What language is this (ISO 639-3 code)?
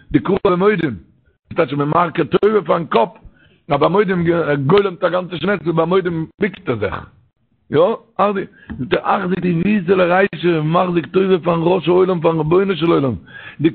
yid